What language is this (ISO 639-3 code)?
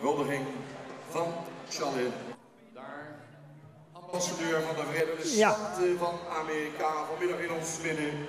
fry